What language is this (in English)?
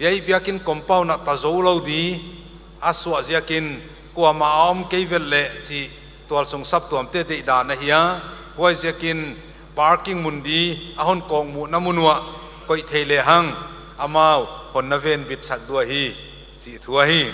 Paite Chin